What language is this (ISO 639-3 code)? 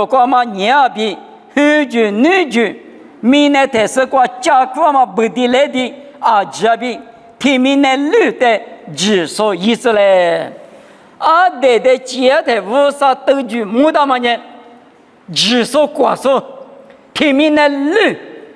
lis